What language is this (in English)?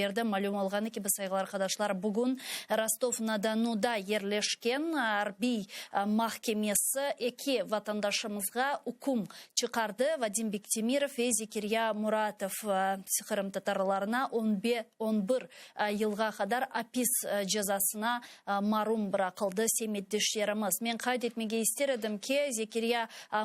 Crimean Tatar